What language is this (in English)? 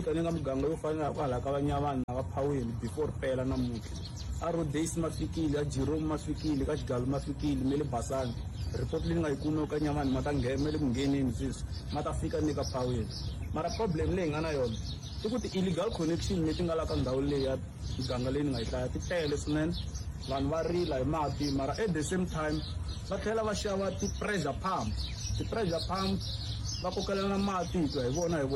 Tsonga